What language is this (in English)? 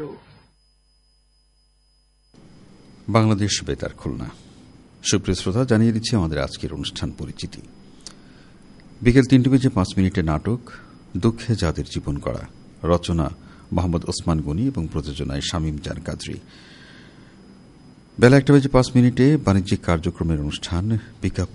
Bangla